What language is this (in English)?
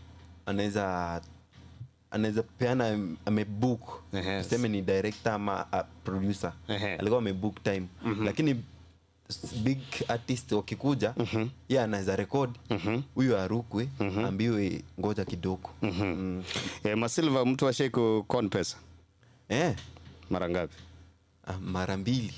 Gusii